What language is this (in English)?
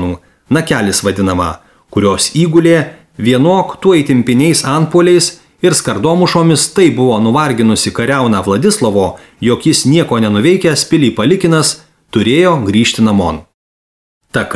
Lithuanian